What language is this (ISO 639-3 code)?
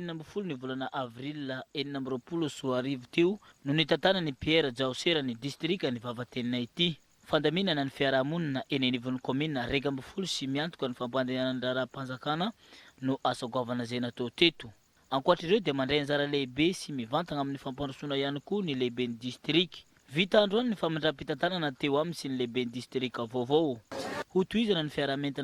mlg